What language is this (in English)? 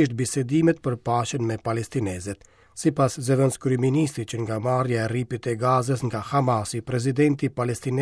Albanian